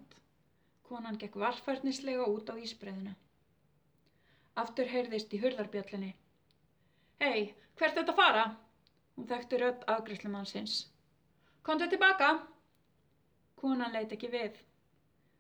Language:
Icelandic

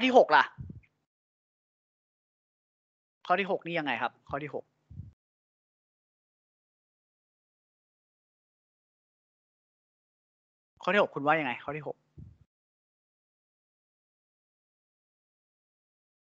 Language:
Thai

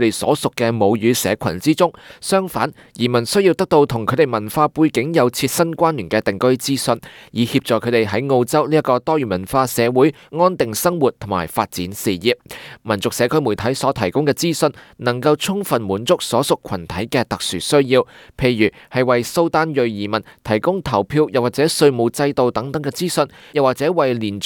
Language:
Cantonese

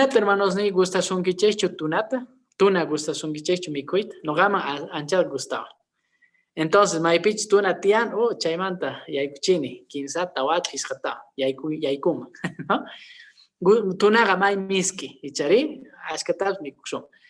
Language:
Quechua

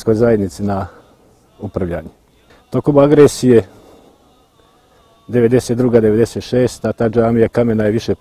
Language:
Bosnian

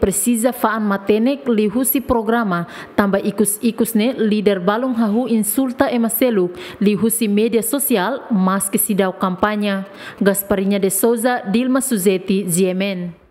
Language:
Tetum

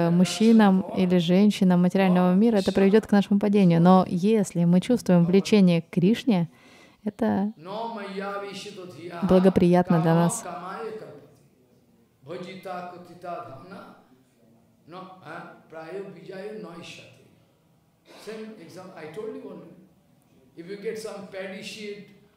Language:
Russian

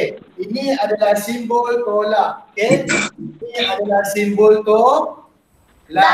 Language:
Malay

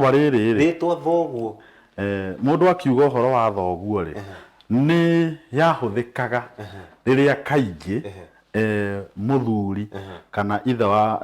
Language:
Kikuyu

